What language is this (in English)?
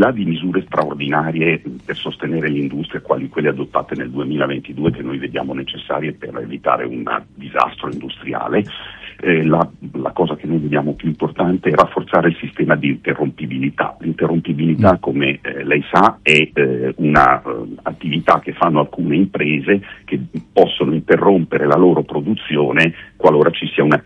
Italian